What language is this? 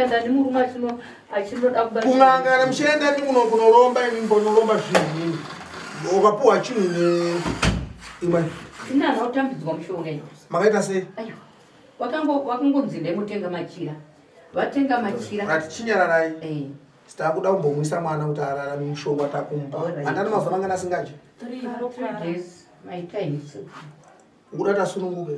Shona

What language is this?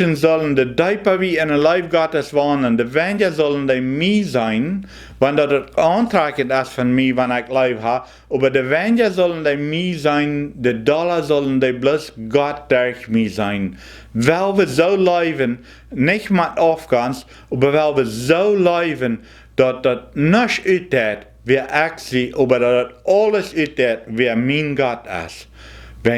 Plautdietsch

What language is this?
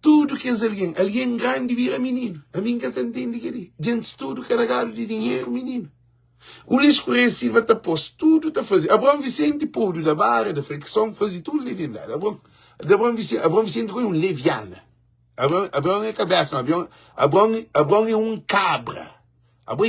Kabuverdianu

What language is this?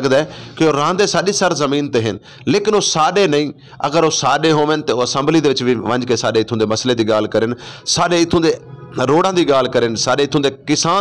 Saraiki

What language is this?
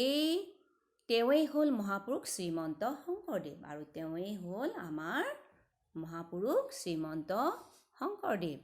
Assamese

